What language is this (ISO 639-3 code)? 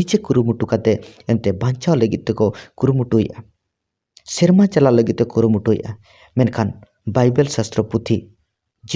sat